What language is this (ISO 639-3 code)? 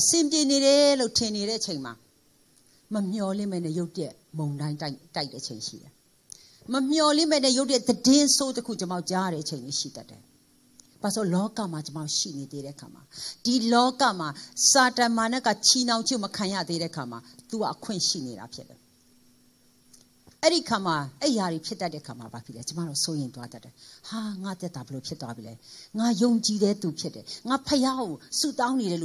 mya